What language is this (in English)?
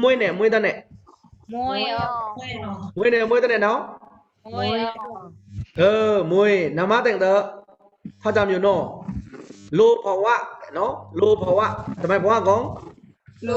Pa'o Karen